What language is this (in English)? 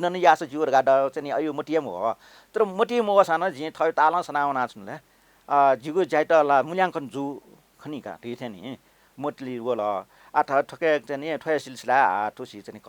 Newari